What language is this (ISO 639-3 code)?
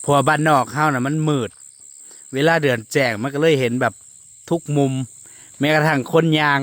tts